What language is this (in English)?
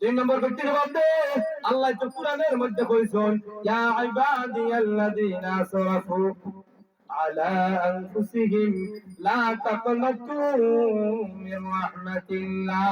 Sylheti